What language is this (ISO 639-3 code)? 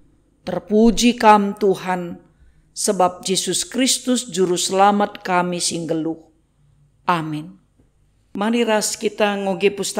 btx